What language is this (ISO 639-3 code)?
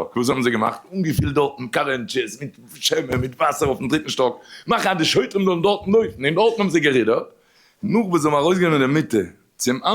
yid